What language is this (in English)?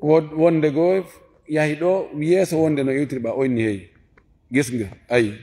Fula